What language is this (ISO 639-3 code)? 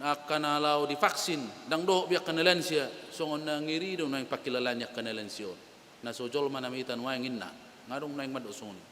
bbc